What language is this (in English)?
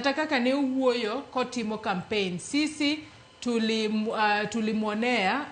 Luo (Kenya and Tanzania)